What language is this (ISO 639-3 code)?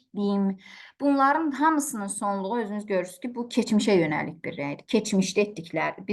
aze